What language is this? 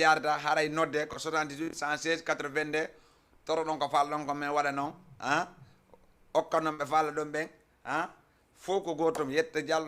Fula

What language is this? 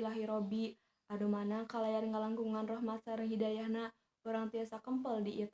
Sundanese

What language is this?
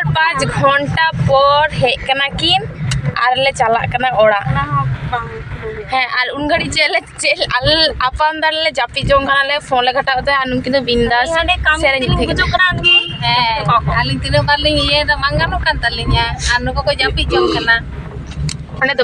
Santali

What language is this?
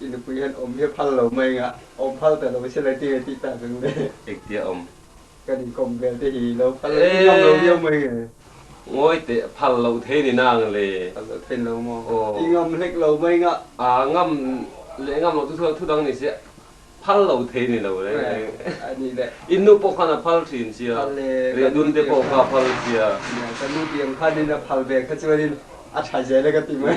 Mizo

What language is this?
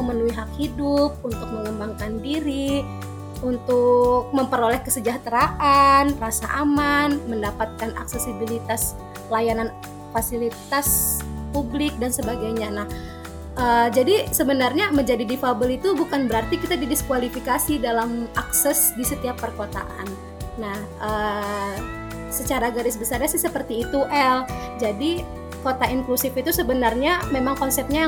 Indonesian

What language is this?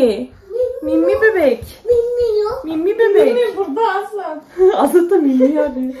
Turkish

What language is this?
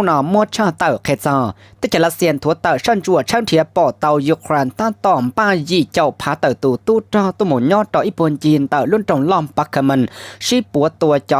Hmong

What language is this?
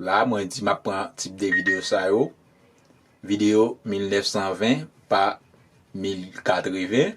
Haitian Creole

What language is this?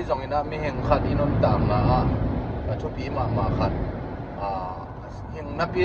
Tedim Chin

